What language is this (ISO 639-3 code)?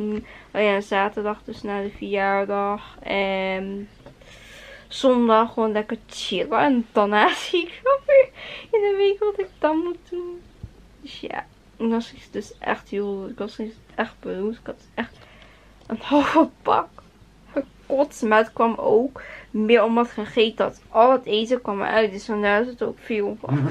nld